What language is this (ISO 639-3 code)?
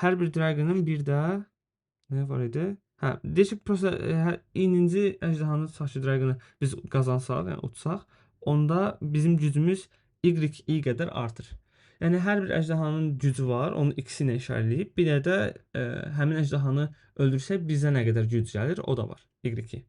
aze